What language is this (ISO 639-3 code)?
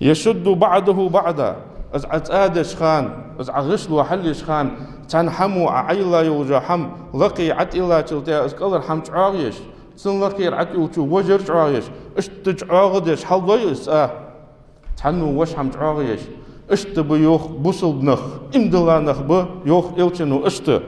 inh